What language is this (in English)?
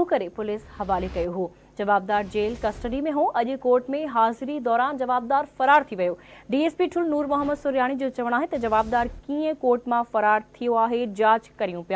Sindhi